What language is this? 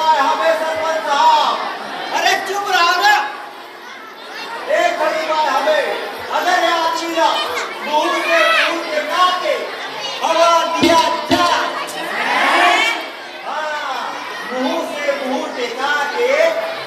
Chhattisgarhi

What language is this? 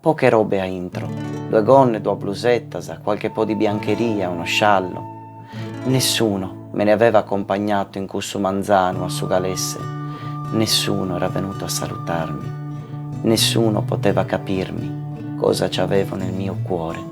Sardinian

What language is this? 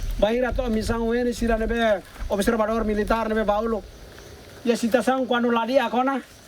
Tetum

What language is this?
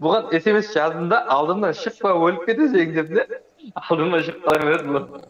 Kara-Kalpak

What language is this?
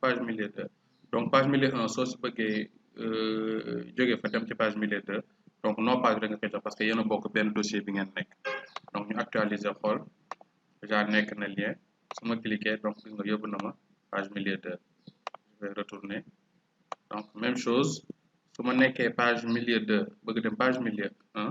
Wolof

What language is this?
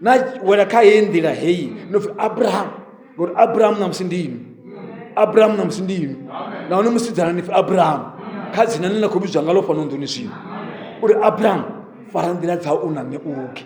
Venda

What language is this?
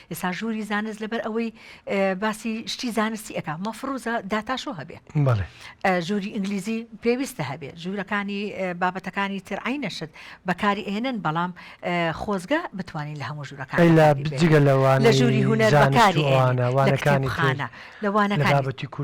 Central Kurdish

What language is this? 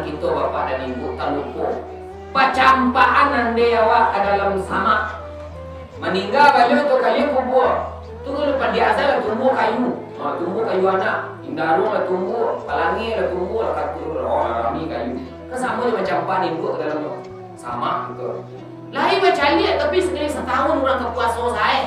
Minangkabau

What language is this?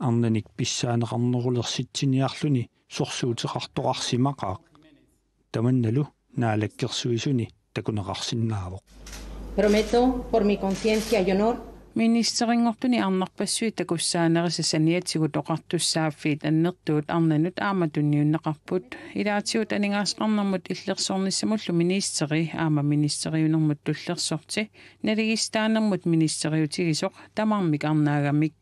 Kalaallisut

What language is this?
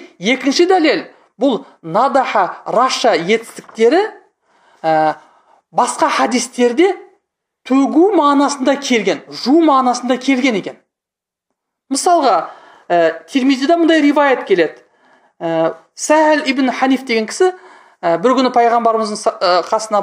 Kazakh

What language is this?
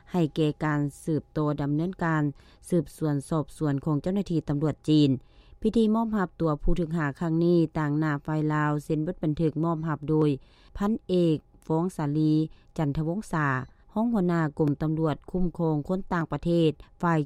Lao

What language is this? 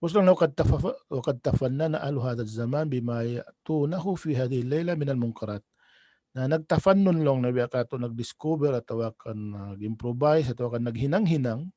Tausug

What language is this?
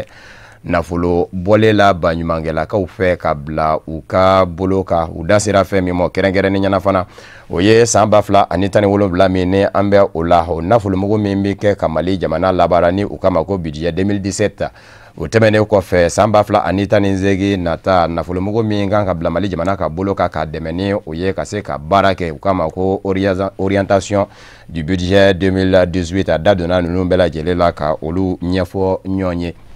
Bambara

